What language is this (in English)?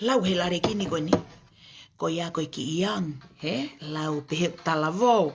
Tongan